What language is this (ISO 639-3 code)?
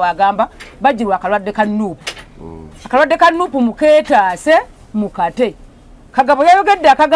lug